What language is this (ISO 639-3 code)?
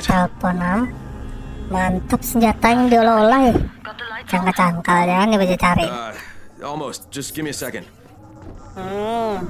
bjn